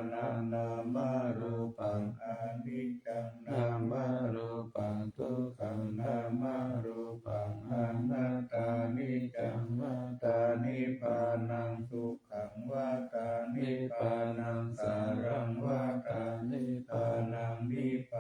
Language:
Pali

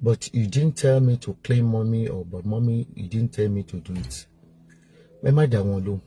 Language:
Yoruba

